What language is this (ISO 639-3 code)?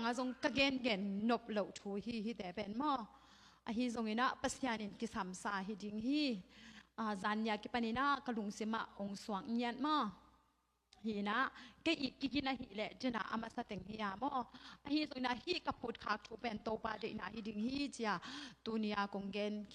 ctd